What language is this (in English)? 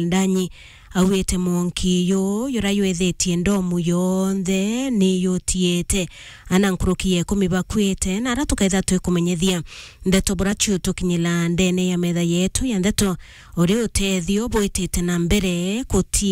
Meru